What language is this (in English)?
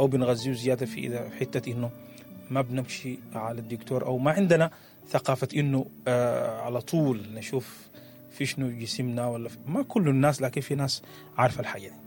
Sudanese Arabic